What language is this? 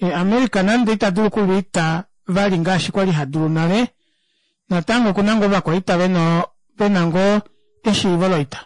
Kuanyama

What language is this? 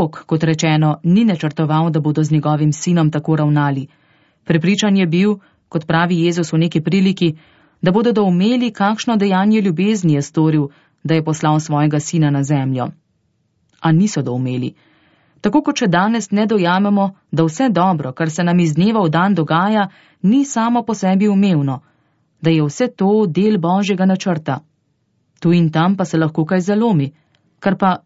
Slovenian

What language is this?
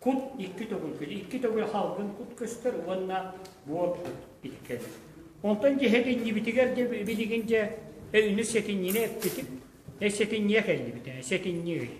Yakut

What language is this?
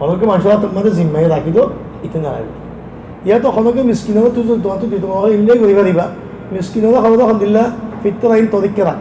Rohingya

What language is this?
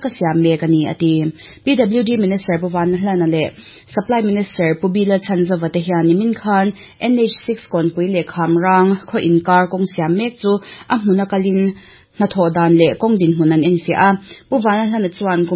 Mizo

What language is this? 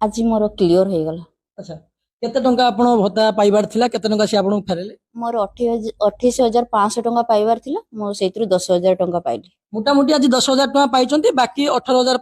Odia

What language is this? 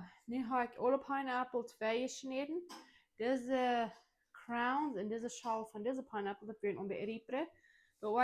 Plautdietsch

